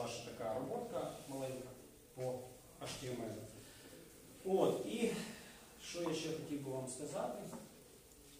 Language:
Ukrainian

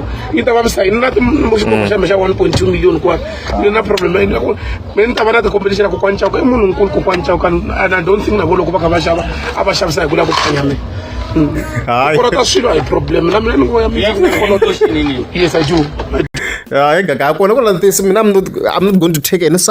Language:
Tsonga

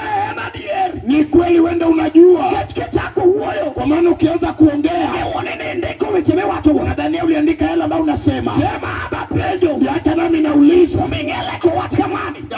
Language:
Luo (Kenya and Tanzania)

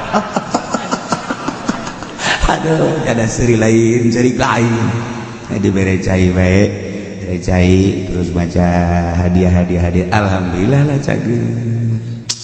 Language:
Sundanese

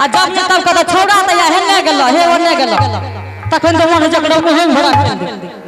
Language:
Angika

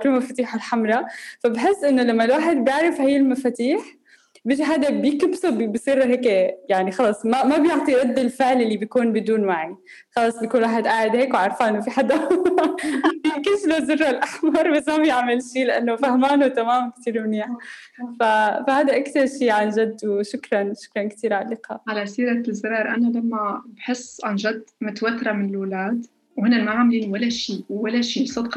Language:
North Levantine Arabic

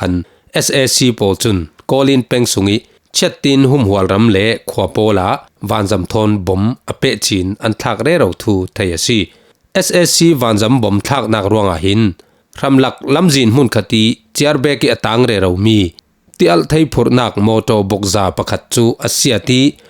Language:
Falam Chin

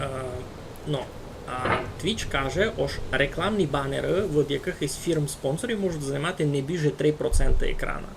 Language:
Rusyn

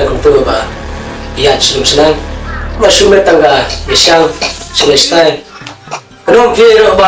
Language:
Khasi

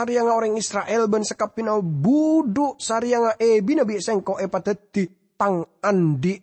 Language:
Madurese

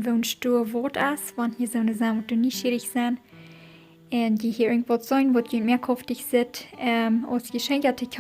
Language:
Plautdietsch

